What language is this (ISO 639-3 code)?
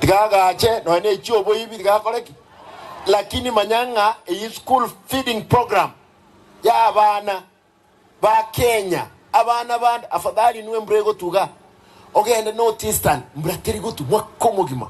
guz